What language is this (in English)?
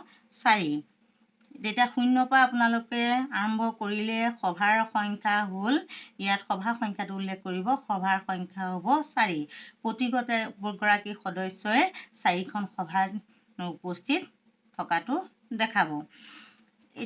Assamese